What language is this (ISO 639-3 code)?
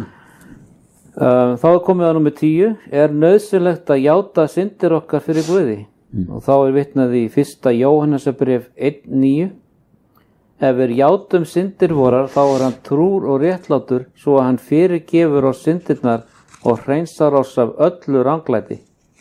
isl